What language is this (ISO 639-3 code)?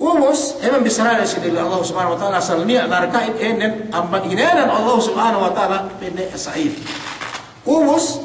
yka